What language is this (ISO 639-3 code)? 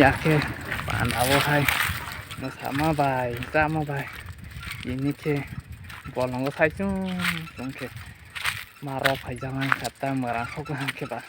trp